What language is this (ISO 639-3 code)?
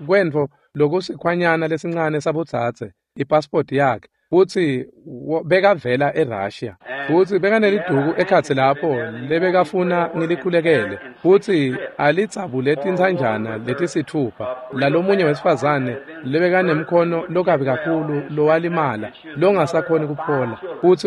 ssw